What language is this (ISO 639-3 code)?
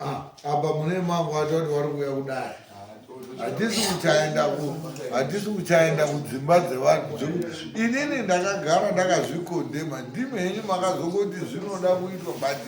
sna